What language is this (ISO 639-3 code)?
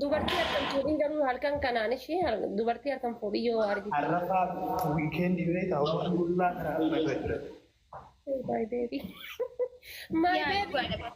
orm